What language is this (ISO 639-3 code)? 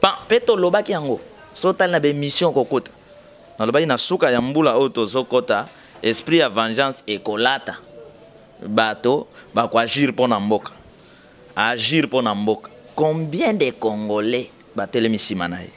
lin